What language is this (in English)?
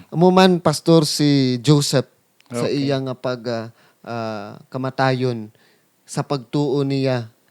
Hiligaynon